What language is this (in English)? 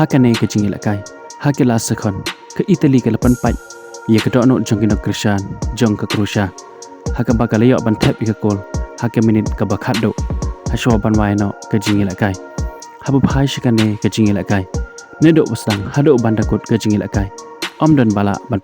Khasi